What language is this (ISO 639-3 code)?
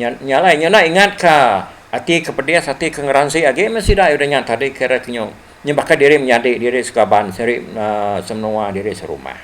iba